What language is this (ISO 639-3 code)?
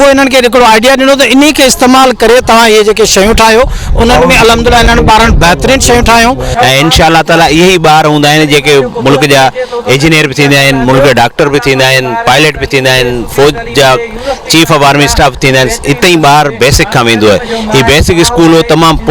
snd